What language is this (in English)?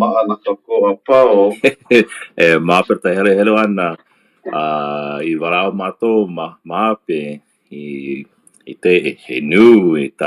Hawaiian